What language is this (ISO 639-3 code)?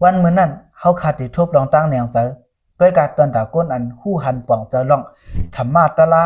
shn